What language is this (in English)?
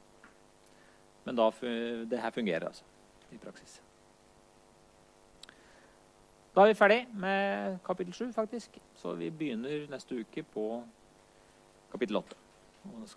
Norwegian